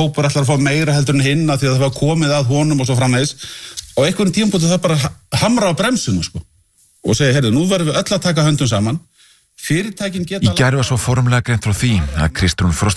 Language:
Icelandic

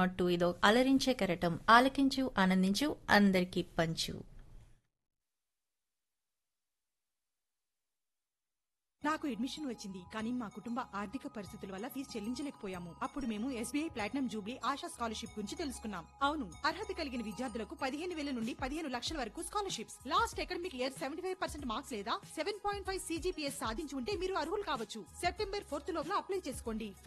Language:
Telugu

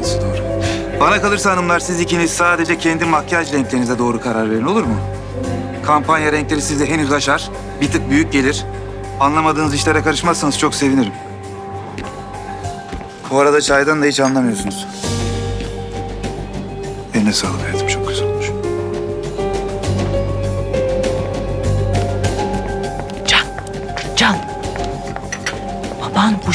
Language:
Turkish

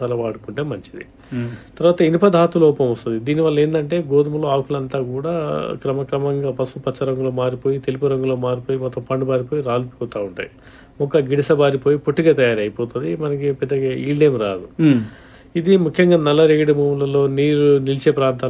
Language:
Telugu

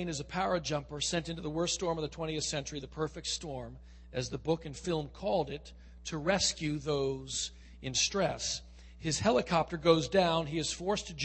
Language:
English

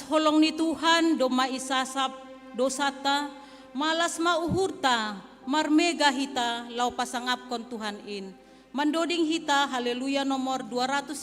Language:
Batak Simalungun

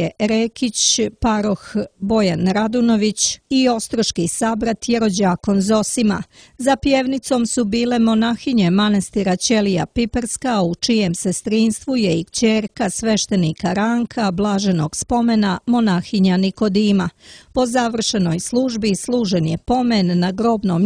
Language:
Serbian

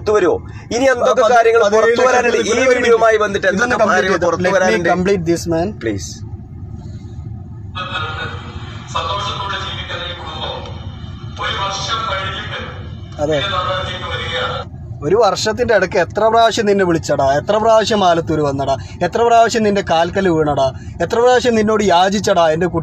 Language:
Malayalam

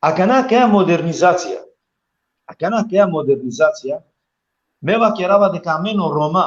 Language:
Balkan Romani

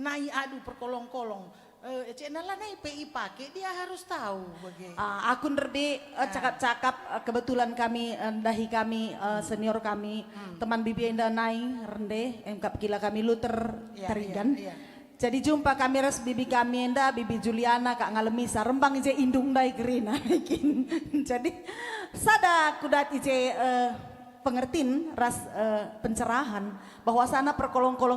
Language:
Batak Karo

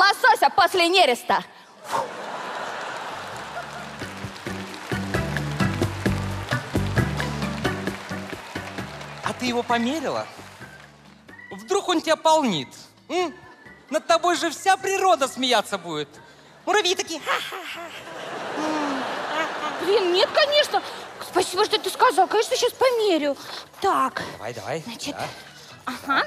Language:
Russian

